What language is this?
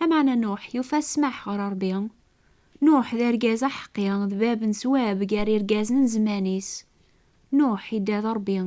Kabyle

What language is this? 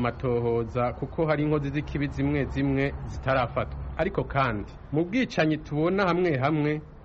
Kinyarwanda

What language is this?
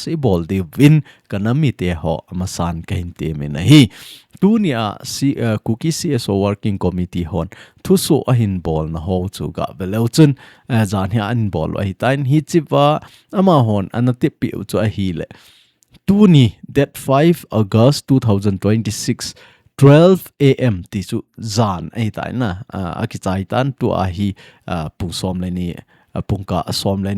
Thado Chin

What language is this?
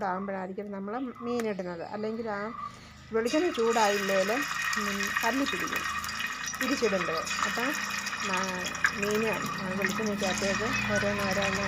Malayalam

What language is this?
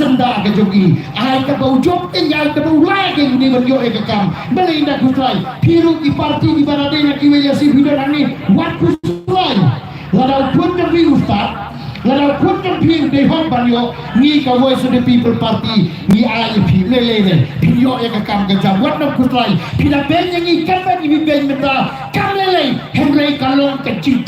Khasi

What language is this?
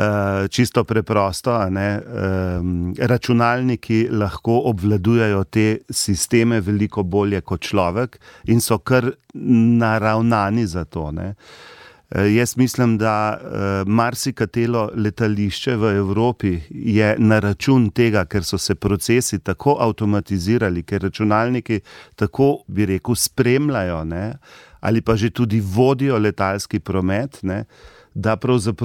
Slovenian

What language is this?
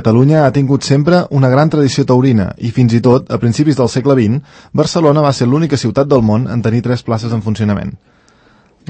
Catalan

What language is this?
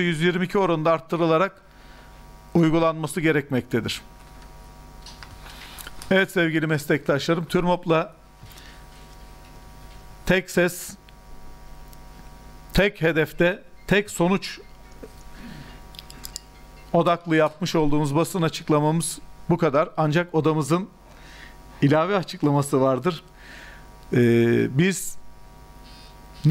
Turkish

